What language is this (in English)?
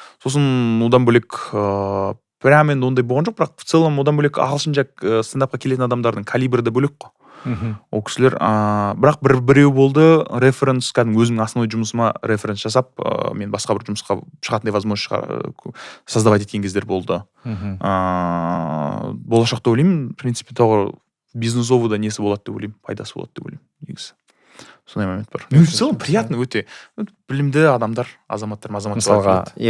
Kazakh